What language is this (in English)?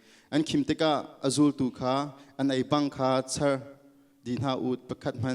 Hakha Chin